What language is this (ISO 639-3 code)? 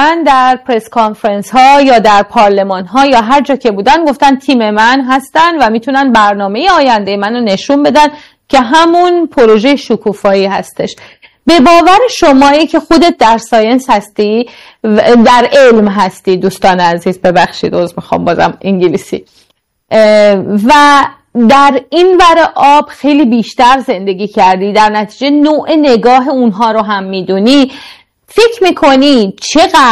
fas